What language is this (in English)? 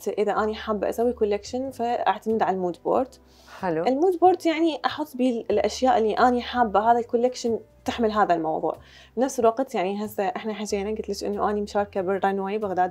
Mesopotamian Arabic